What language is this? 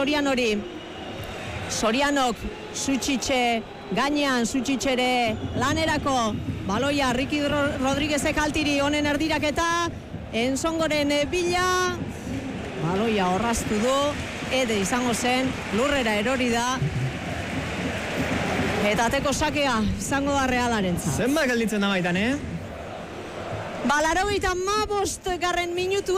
Basque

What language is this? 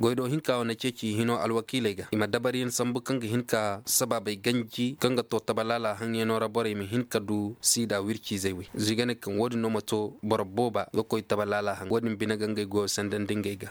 Koyraboro Senni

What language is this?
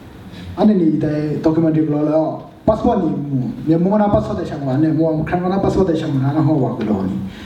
Kachin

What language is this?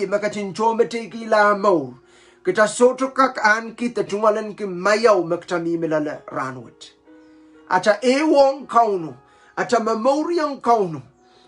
Pohnpeian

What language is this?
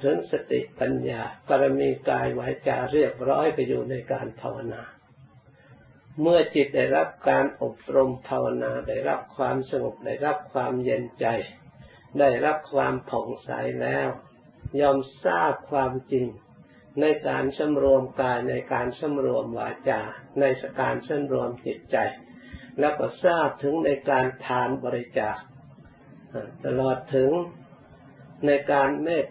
Thai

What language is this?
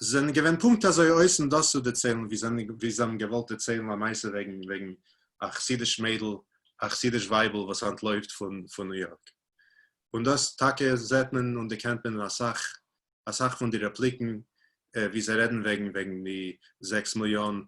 Yiddish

